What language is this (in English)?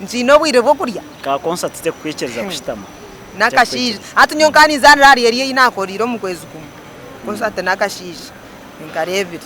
Nyankole